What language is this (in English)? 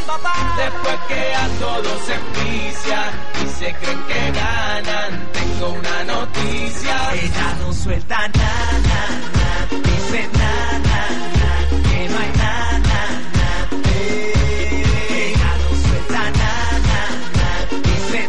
Spanish